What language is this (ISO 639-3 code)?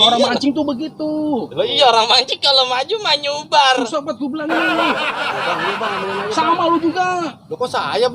bew